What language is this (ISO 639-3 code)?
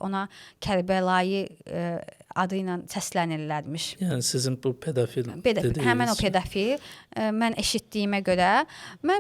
aze